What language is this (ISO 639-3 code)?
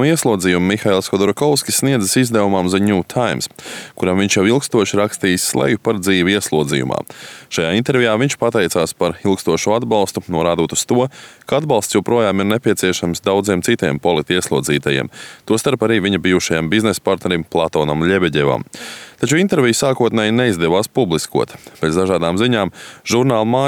lav